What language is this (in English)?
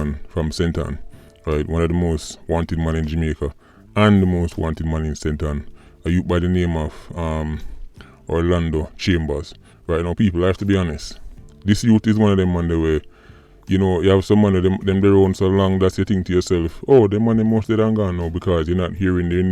Jamaican Creole English